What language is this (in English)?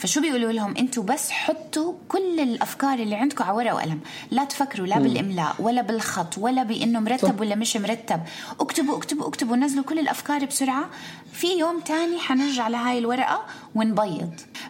North Levantine Arabic